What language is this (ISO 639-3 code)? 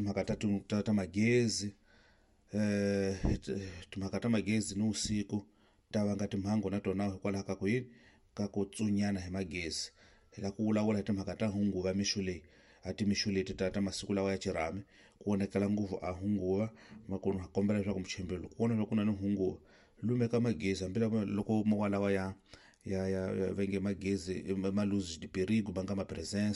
tso